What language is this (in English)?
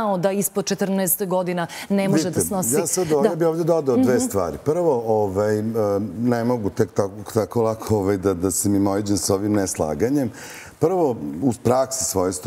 Serbian